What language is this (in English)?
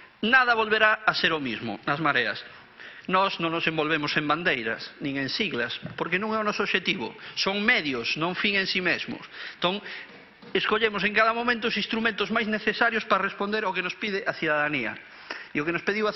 Galician